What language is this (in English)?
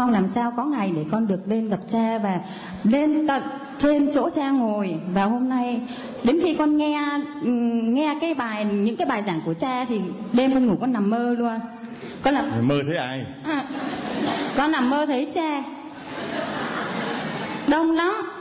Vietnamese